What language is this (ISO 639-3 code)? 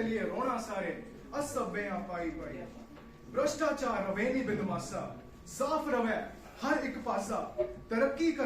doi